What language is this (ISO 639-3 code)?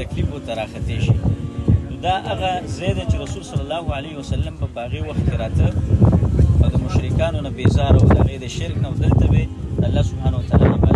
pus